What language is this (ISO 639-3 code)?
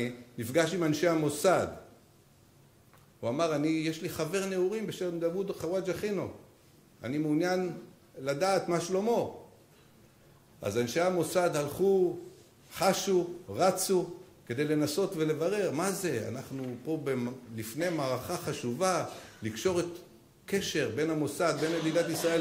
heb